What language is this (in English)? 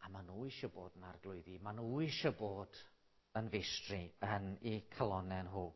Welsh